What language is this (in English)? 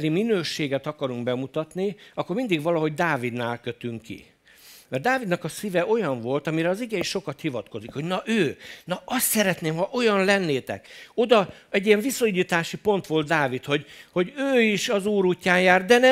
Hungarian